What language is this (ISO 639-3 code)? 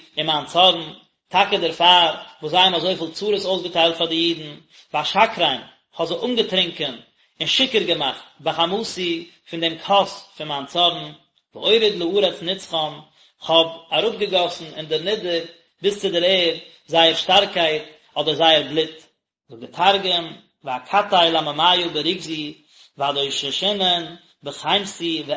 yid